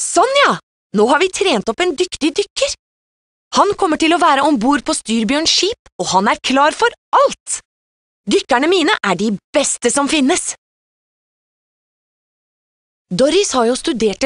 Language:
Norwegian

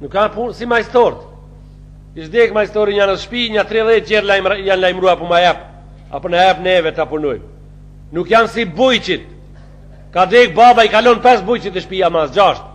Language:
Albanian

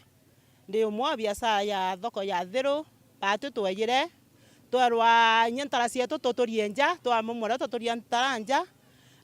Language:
Meru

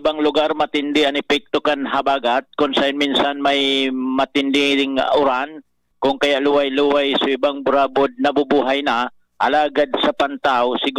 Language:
Bikol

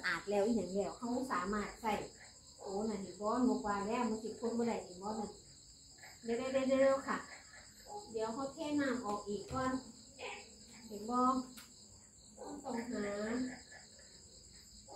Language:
Thai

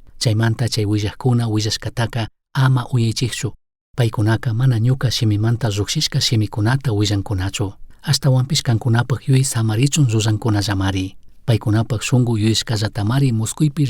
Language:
Chimborazo Highland Quichua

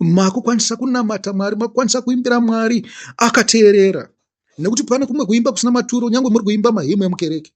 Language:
Shona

